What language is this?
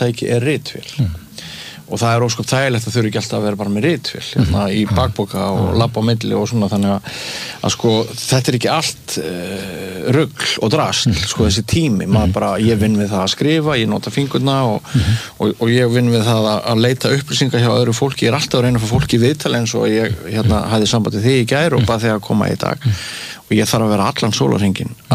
Icelandic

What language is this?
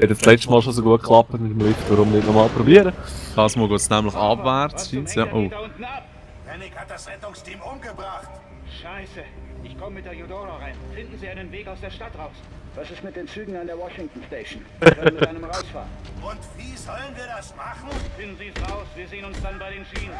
Swiss German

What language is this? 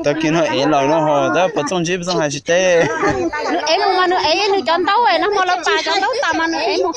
Hmong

